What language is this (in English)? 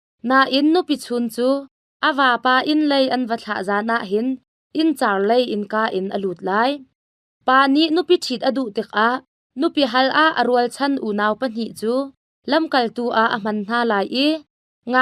Hakha Chin